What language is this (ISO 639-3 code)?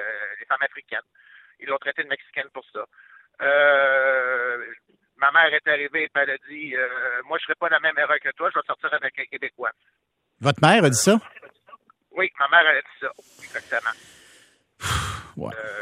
fra